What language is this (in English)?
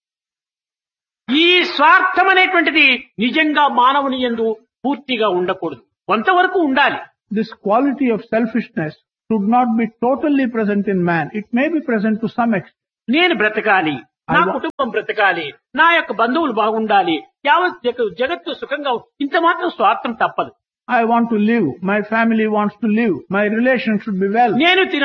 Telugu